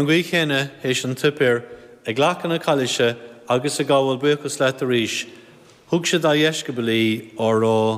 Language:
Irish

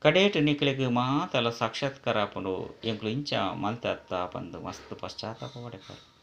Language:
Tulu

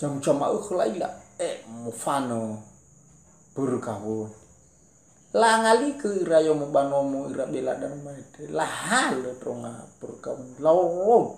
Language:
Nias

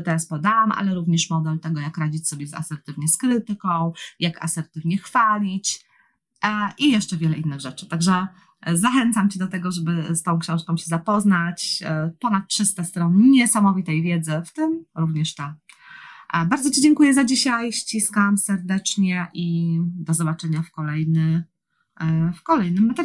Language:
Polish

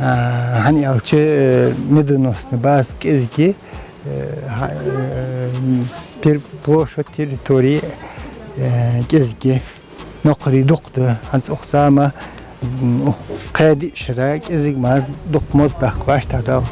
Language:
Ingush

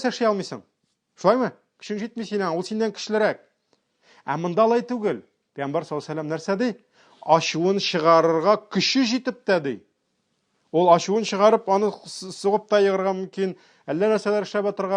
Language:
Tatar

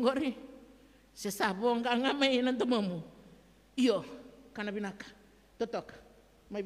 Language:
Fijian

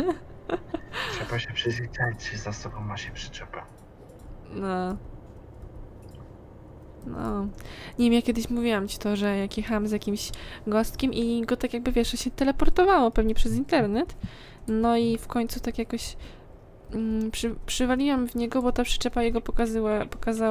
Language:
Polish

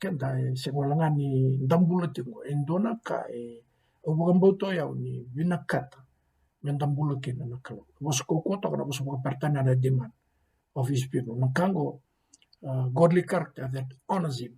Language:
Fijian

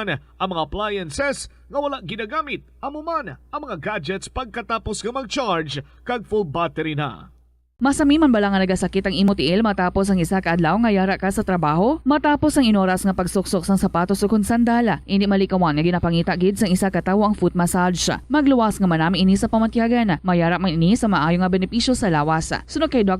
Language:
Hiligaynon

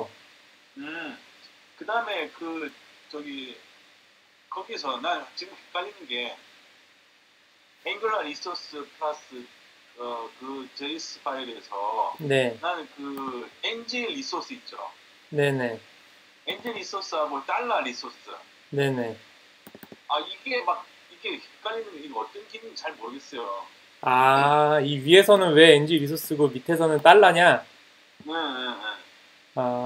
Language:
Korean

